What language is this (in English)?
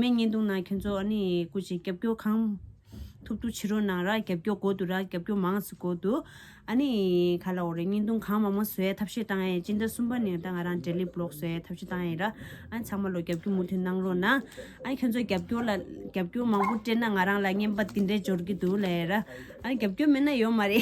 Tibetan